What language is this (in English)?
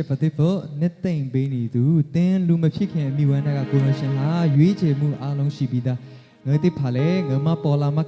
Lahu